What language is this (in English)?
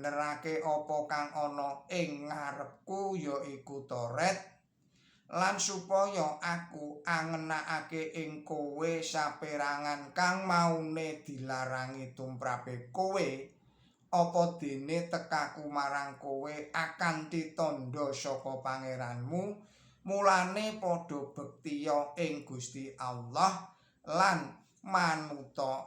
Javanese